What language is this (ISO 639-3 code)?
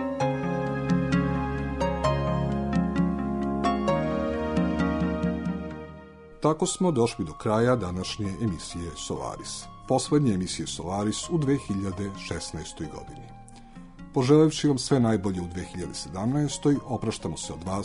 srp